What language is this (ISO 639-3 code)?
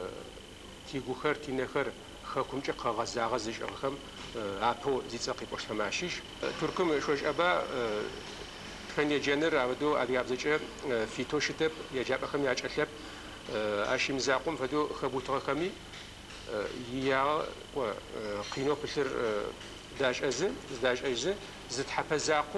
ady